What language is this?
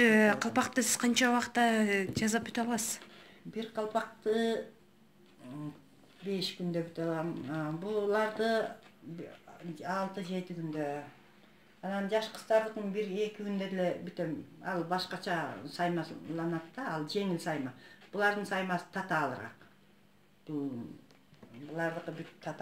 Kyrgyz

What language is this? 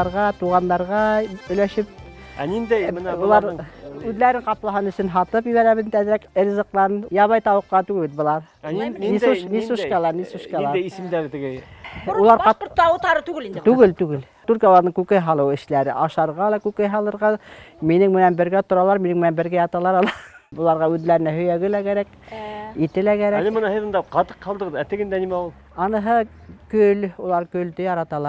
Bashkir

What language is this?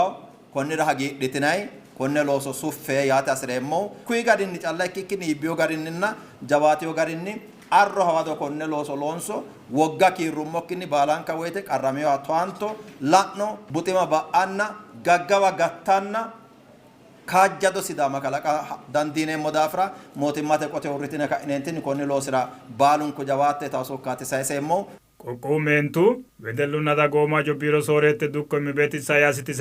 Sidamo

